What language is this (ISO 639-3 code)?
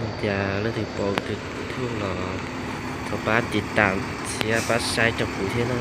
hmn